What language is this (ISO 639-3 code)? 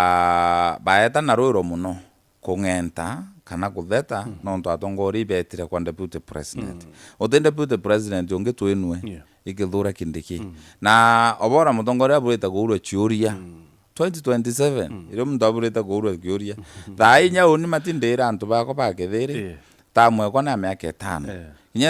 mer